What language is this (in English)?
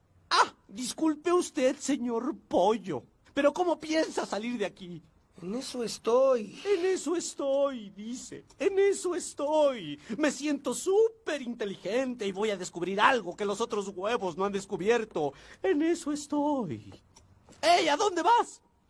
Spanish